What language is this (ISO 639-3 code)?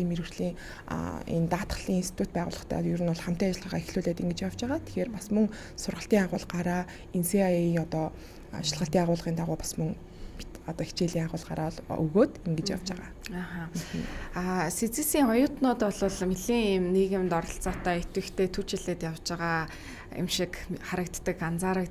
mon